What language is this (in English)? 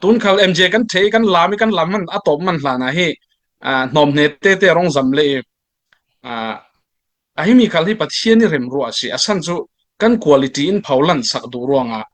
Falam Chin